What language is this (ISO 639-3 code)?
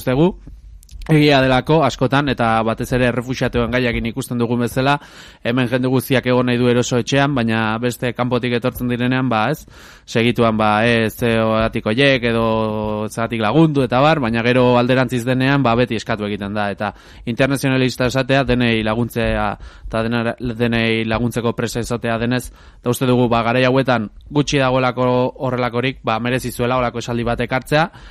eus